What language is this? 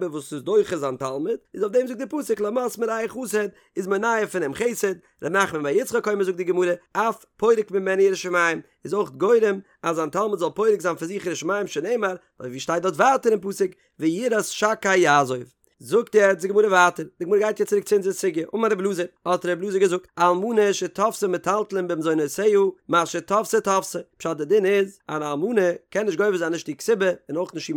Yiddish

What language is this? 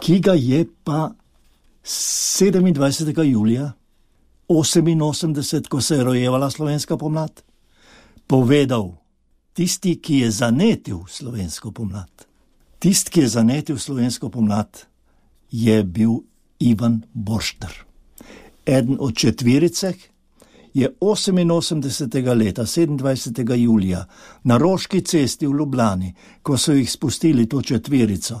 Slovenian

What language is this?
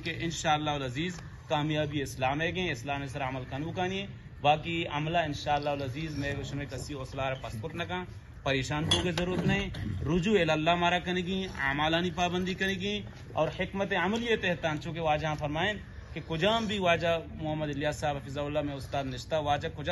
Eastern Balochi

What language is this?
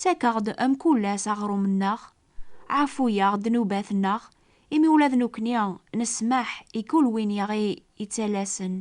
Kabyle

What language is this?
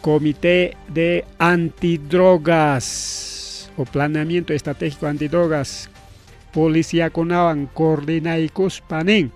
Ayacucho Quechua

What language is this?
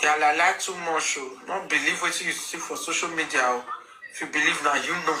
Nigerian Pidgin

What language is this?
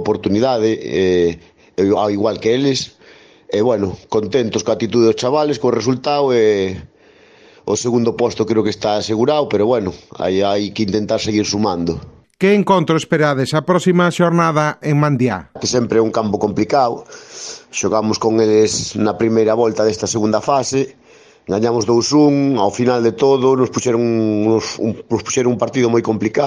Galician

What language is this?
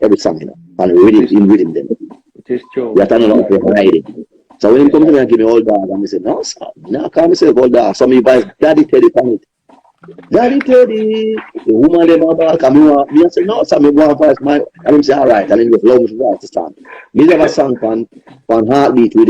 Jamaican Creole English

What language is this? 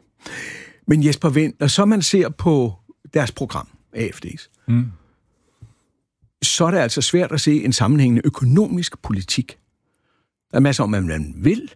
Danish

